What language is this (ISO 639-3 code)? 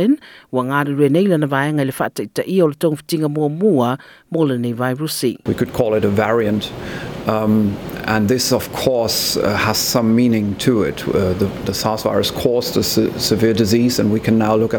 smo